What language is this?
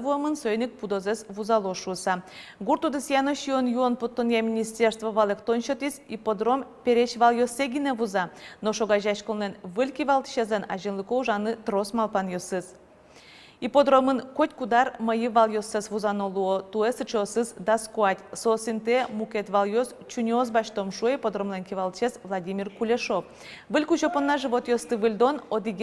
Udmurt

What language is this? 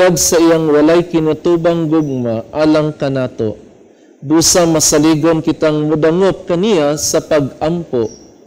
Cebuano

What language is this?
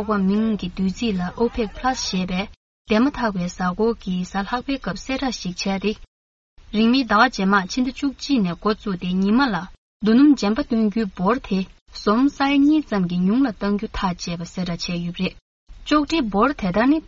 Tibetan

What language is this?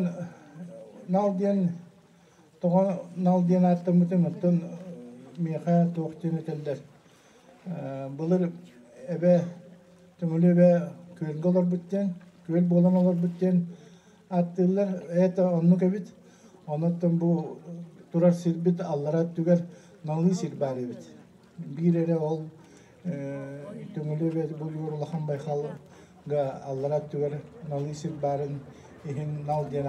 Yakut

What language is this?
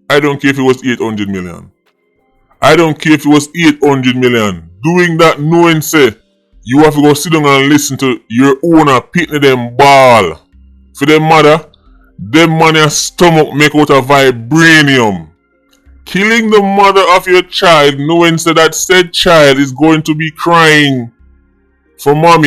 Jamaican Creole English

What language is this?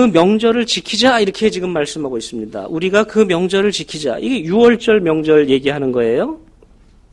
Korean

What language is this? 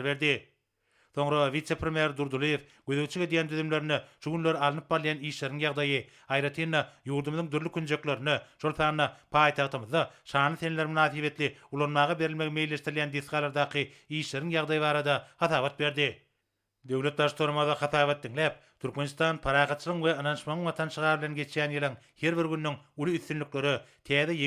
Turkmen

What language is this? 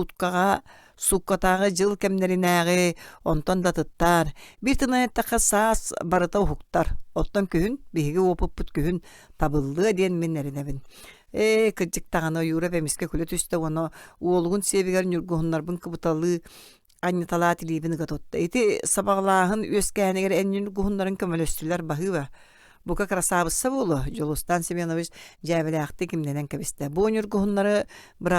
Yakut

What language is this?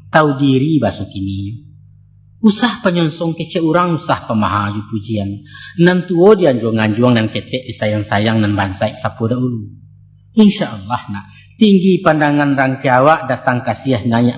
Minangkabau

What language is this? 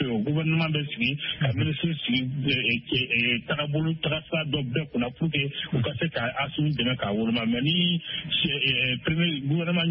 Bambara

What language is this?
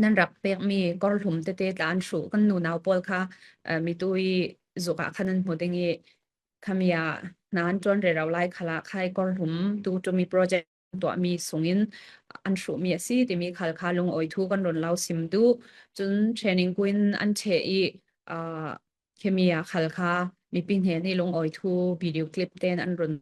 Falam Chin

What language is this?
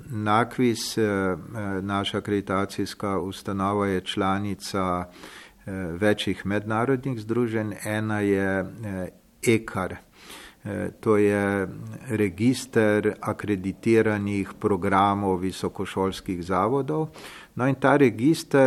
Slovenian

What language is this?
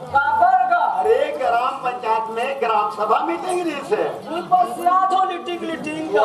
Chhattisgarhi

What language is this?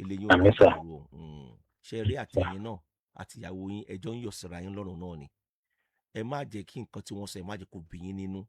Yoruba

